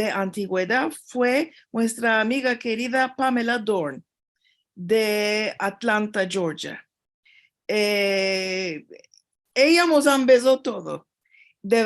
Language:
Ladino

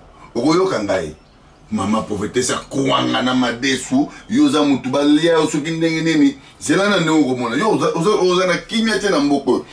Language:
Lingala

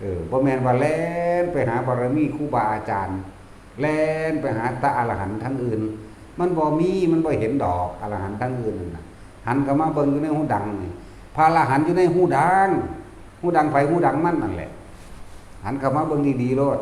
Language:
Northeastern Thai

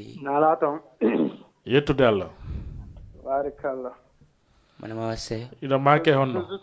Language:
Fula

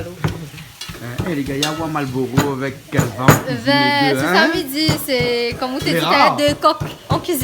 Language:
Réunion Creole French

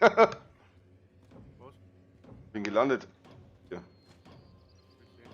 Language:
Bavarian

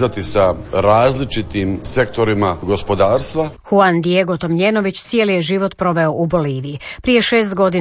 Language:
Croatian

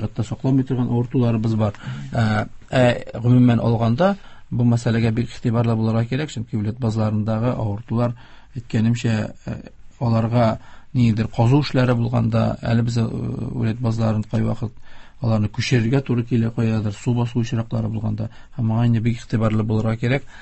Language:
Tatar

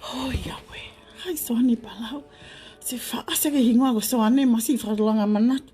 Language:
Tongan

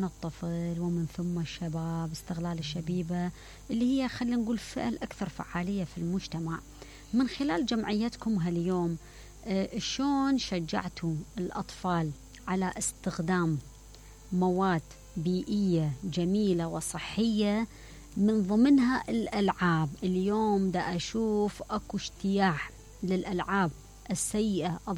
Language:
Mesopotamian Arabic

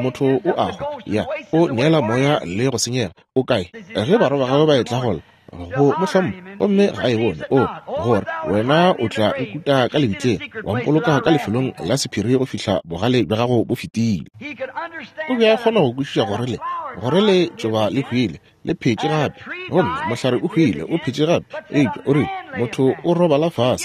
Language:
Northern Sotho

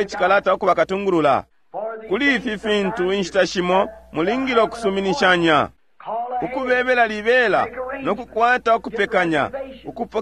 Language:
Bemba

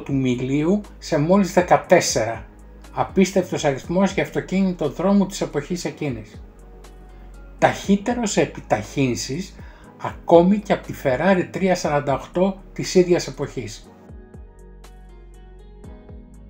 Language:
Greek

